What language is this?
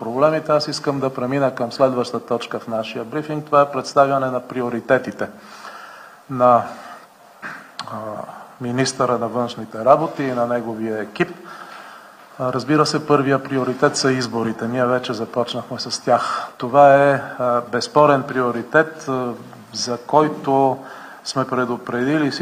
Bulgarian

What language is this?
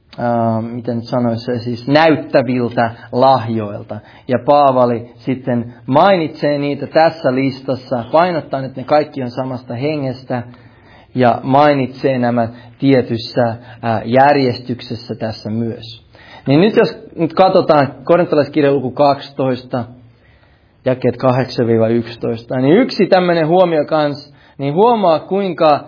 Finnish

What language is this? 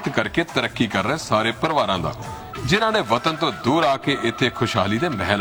Punjabi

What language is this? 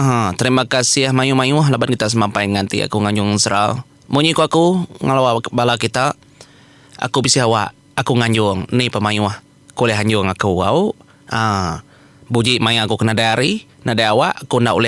Iban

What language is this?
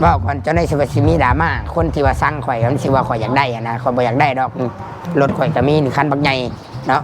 Northeastern Thai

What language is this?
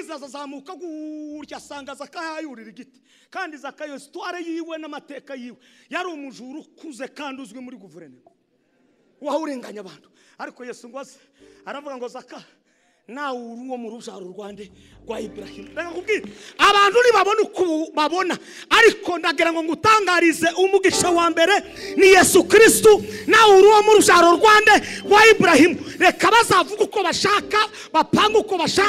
Kinyarwanda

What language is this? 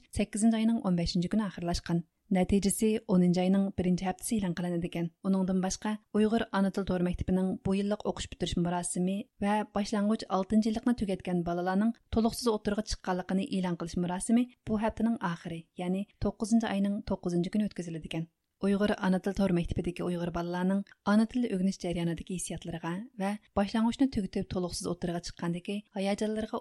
Uyghur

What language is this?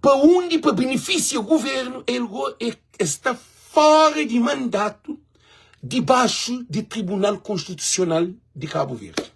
Kabuverdianu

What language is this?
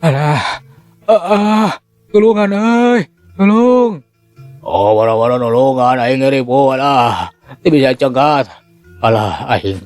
Sundanese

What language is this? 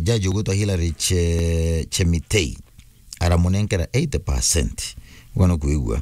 Meru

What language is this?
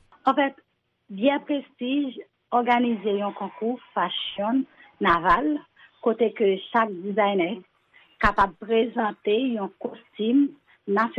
Haitian Creole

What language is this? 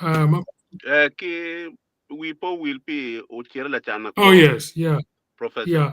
Acoli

